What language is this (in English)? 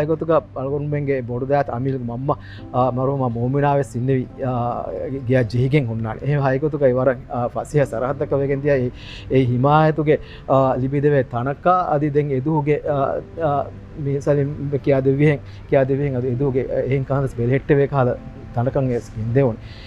Divehi